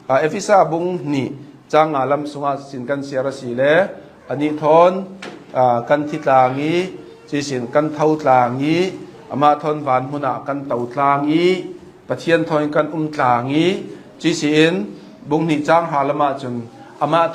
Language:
Hakha Chin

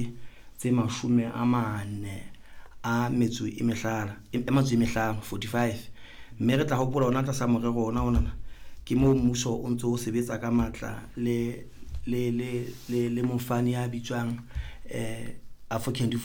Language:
Southern Sotho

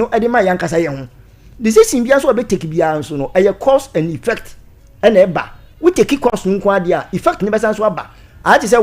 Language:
Akan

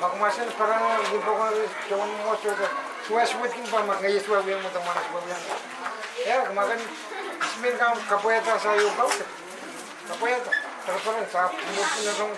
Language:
Pohnpeian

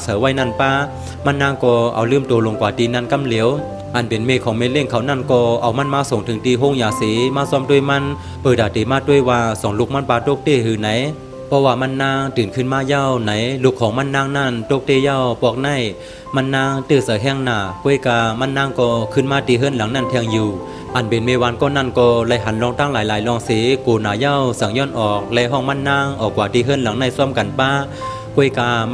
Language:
Shan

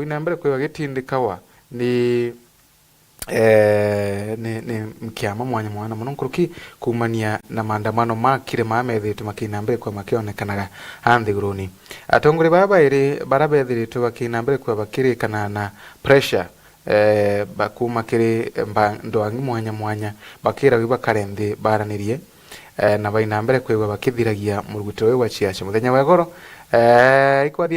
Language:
Meru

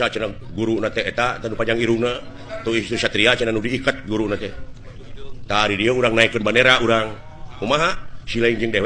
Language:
Sundanese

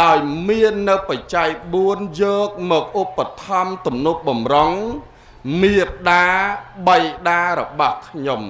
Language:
Khmer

